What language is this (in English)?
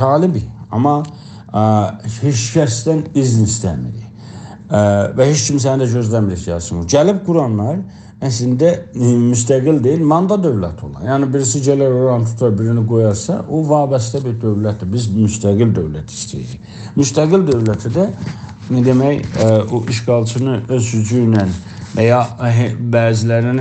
South Azerbaijani